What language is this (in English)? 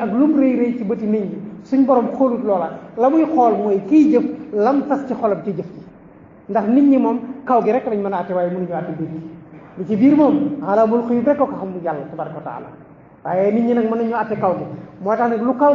Wolof